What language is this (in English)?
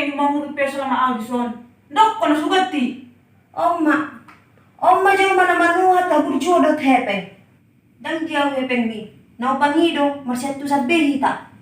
Batak Toba